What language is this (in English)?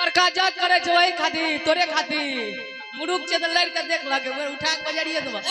Maithili